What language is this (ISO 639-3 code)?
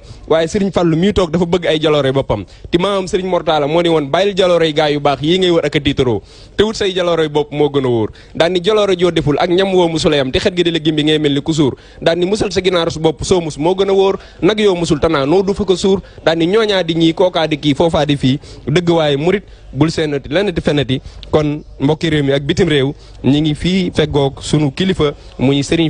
wol